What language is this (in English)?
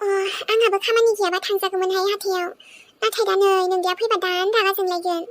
Bodo